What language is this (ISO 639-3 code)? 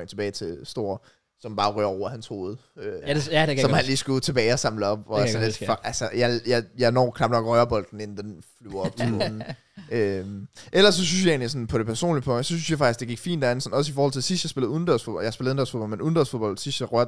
dan